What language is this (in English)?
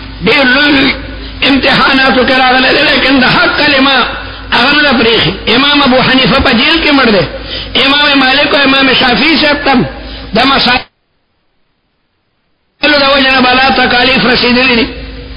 Urdu